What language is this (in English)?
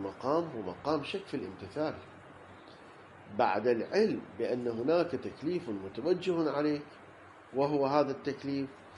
Arabic